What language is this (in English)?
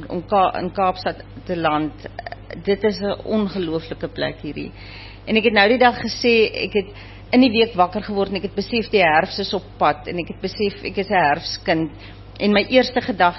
Afrikaans